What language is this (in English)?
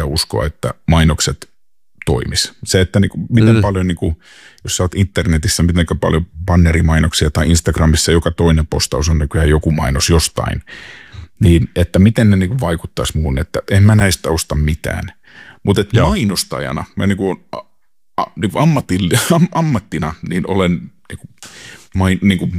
Finnish